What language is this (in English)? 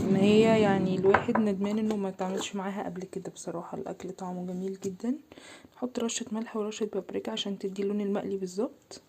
Egyptian Arabic